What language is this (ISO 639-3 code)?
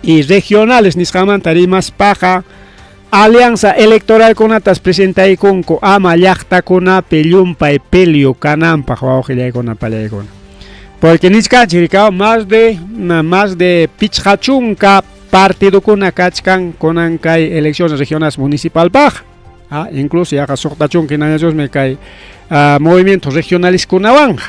quy